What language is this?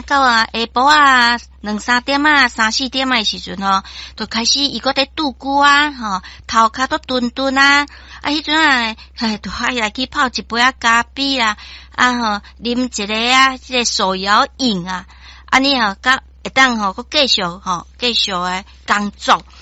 Min Nan Chinese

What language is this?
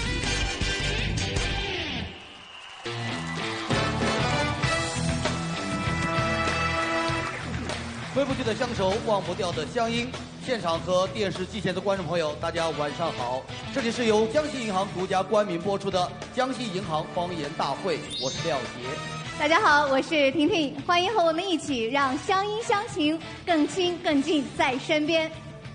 Chinese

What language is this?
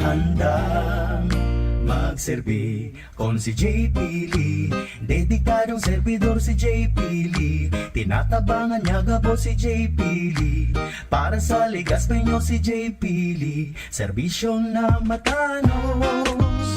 Bikol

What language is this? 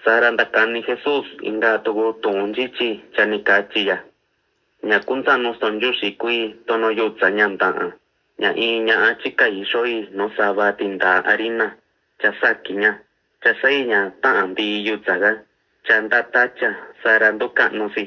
Mixtepec Mixtec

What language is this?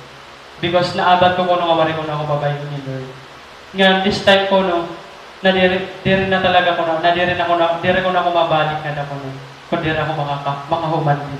Waray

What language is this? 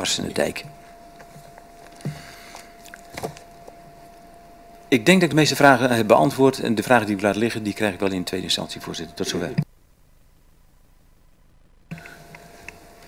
Dutch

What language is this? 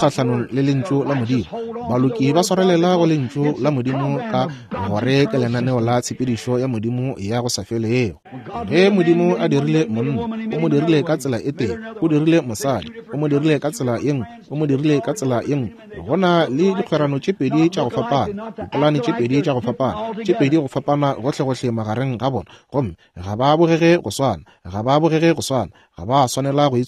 Northern Sotho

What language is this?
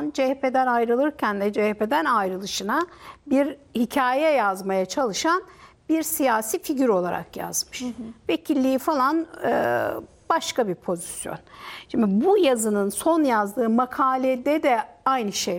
Turkish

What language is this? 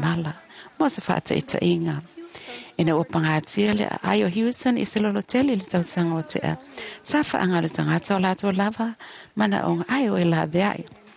Samoan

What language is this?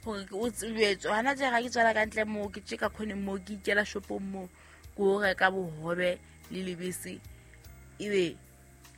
Southern Sotho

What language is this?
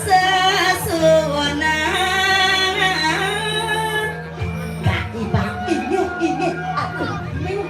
Balinese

